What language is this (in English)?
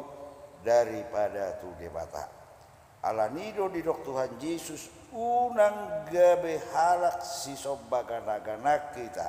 Batak Toba